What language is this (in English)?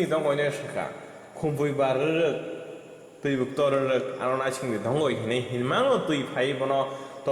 Kok Borok